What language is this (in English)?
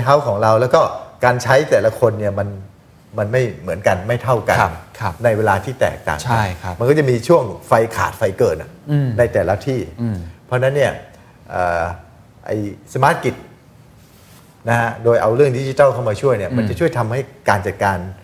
Thai